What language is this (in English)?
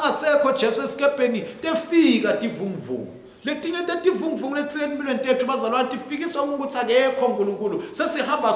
Swati